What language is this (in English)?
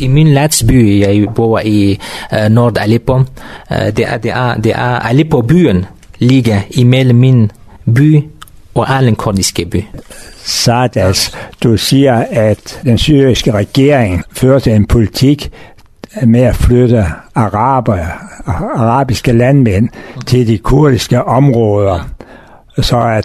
Danish